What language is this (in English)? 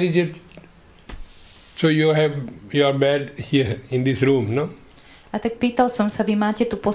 Slovak